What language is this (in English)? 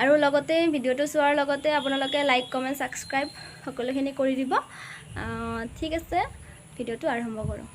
Assamese